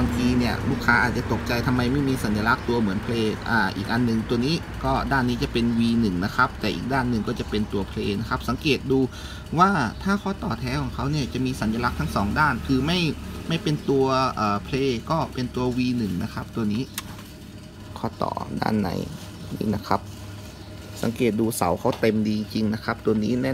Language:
Thai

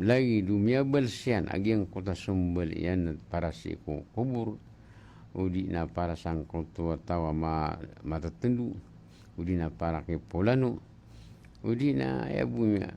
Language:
Maranao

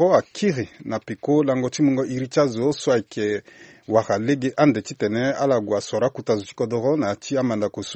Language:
Sango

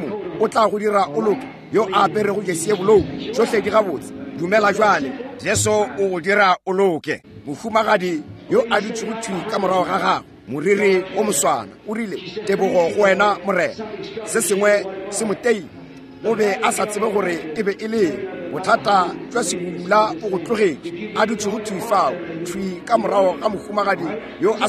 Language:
Northern Sotho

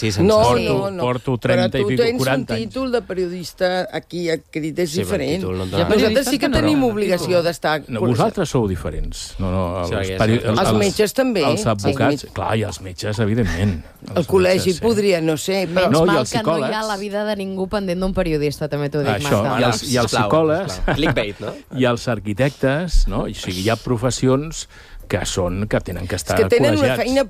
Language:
Catalan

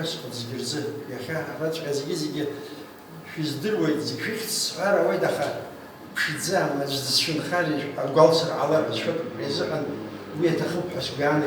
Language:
Abkhazian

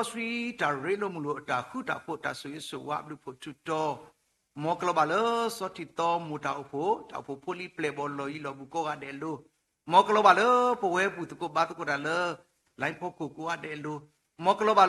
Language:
S'gaw Karen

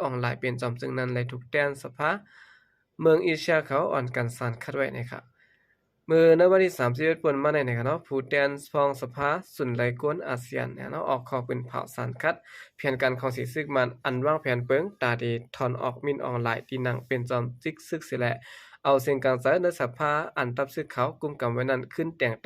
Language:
Shan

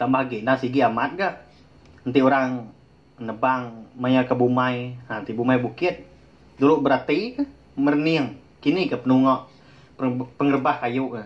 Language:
Iban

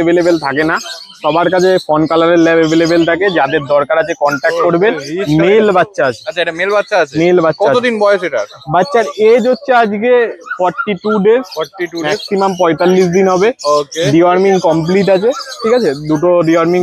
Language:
Bangla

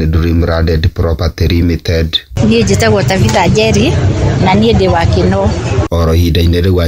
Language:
Kikuyu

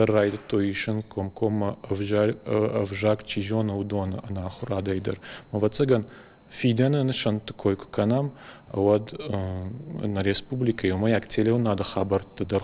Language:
Ossetic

